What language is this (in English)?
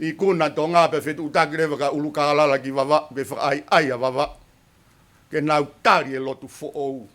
Tongan